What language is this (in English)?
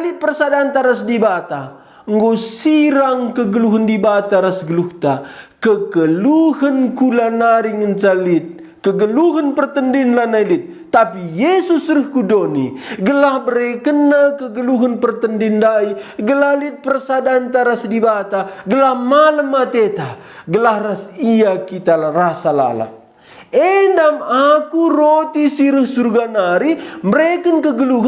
Batak Karo